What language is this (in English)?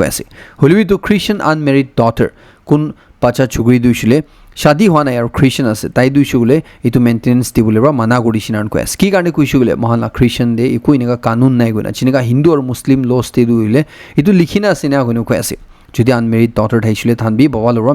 Naga Pidgin